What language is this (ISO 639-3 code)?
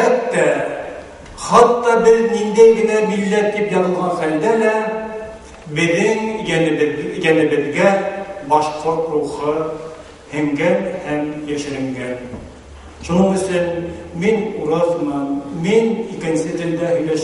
bak